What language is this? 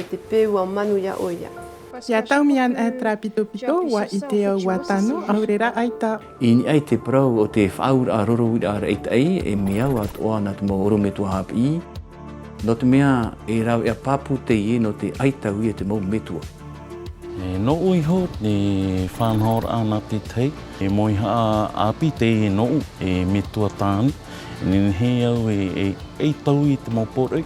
Tahitian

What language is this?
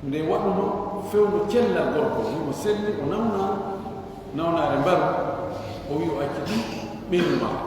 Pular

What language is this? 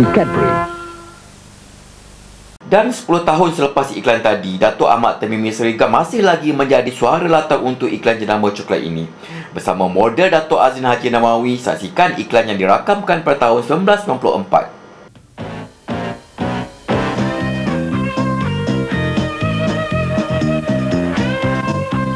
Malay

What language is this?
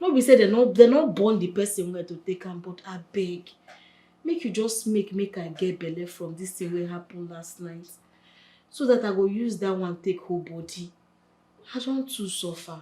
Nigerian Pidgin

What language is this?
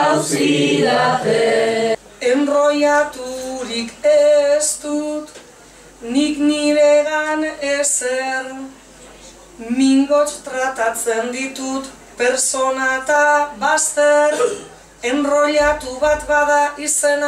Basque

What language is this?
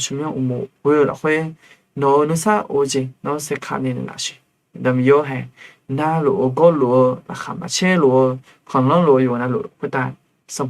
Akha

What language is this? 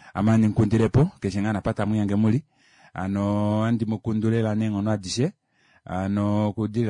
Kuanyama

